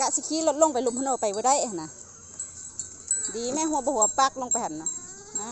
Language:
Lao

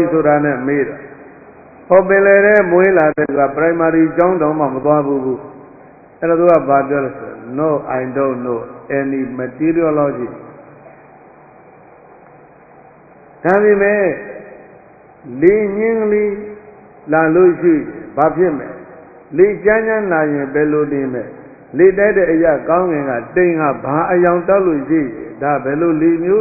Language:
Burmese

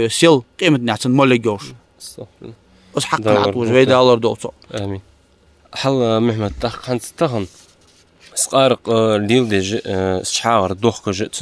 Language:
Ingush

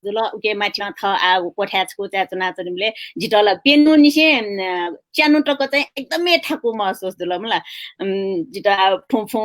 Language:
Newari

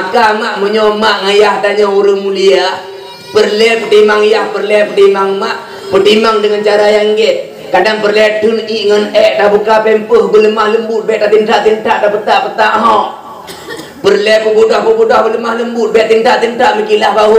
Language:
Achinese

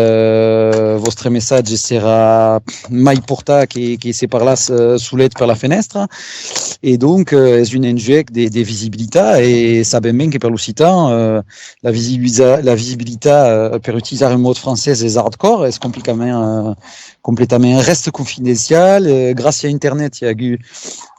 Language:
Occitan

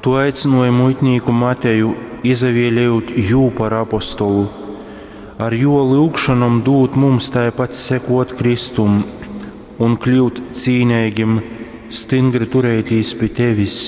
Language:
Latgalian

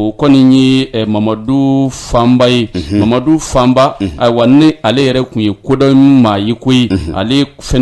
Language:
Bambara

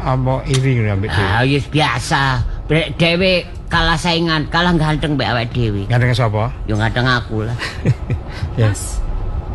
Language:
Javanese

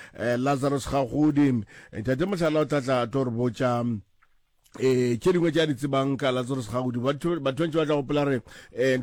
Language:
Northern Sotho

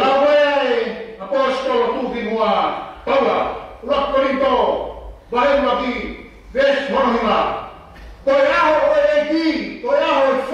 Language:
Tongan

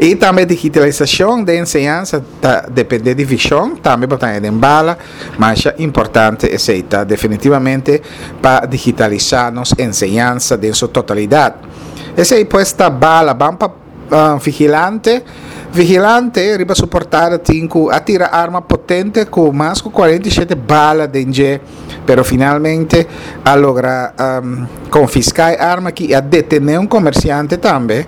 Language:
Papiamento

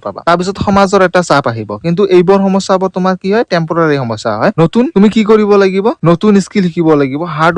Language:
Assamese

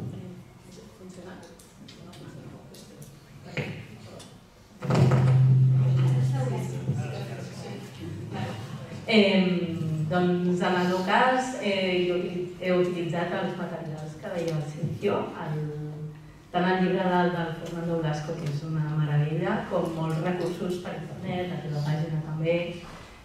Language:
Catalan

